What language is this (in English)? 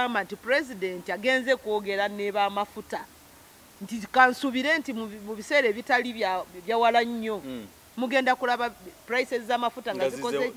Ganda